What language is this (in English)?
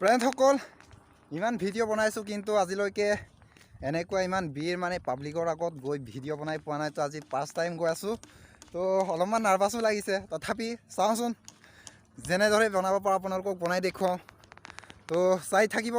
Assamese